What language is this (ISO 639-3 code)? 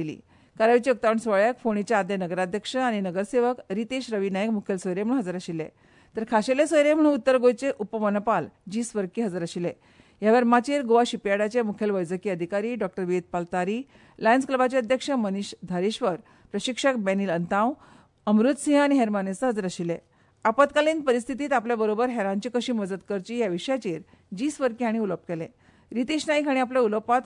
kok